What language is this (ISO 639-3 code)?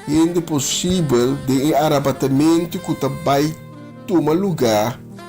pap